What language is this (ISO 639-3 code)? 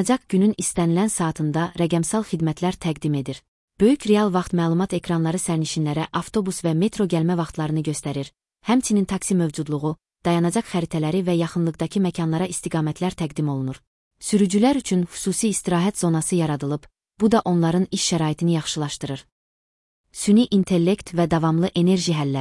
aze